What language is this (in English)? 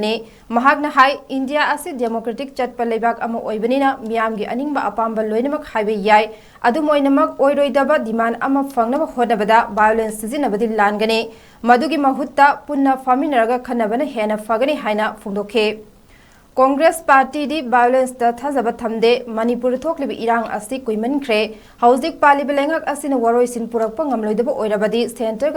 Manipuri